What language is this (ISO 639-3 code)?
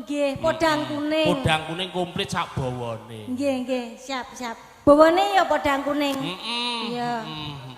jav